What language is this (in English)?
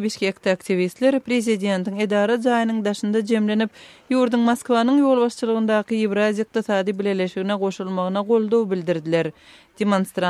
Turkmen